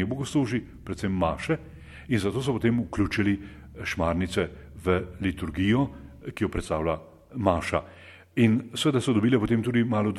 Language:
Slovenian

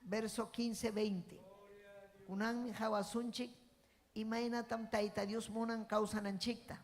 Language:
Ayacucho Quechua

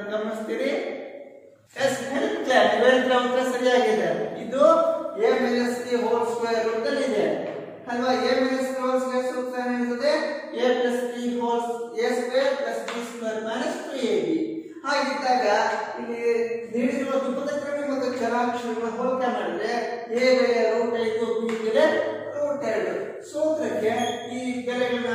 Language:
Kannada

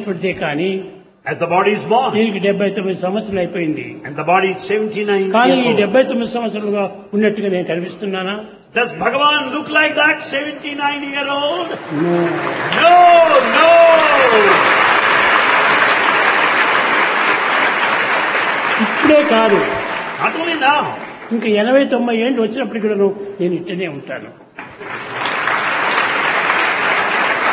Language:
Telugu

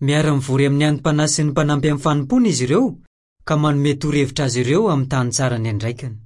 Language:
Malagasy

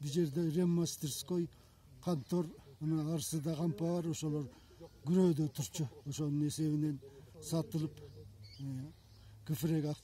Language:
Kyrgyz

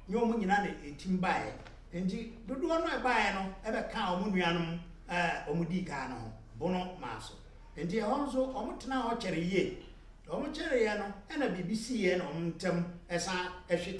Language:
Akan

